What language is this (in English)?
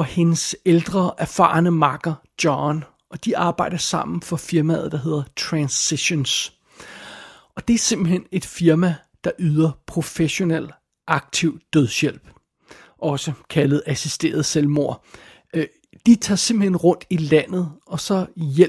Danish